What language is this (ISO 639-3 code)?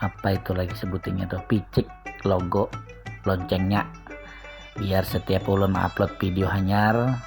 bjn